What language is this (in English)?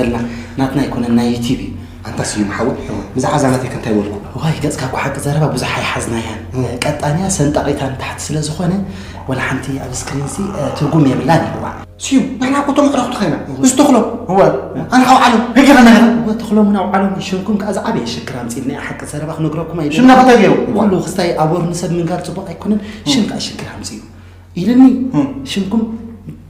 Tigrinya